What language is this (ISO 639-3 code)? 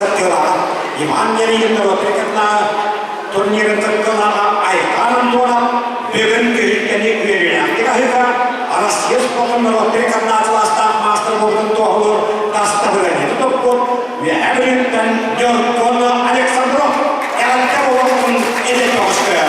sah